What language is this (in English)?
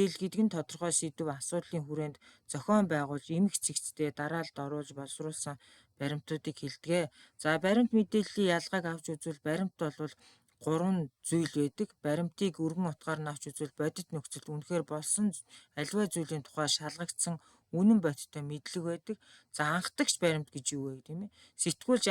Mongolian